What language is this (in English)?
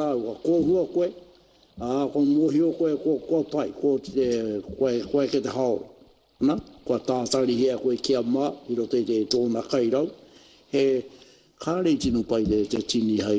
Māori